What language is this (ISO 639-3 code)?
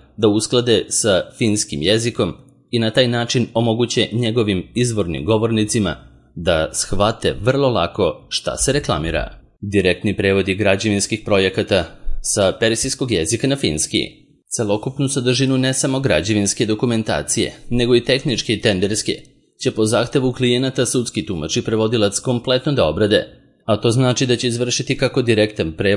srp